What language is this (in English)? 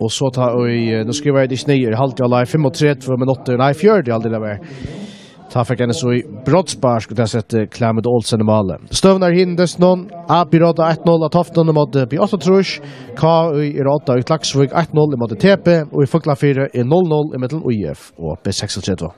Faroese